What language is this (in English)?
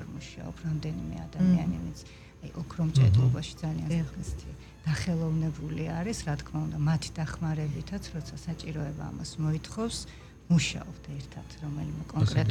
Georgian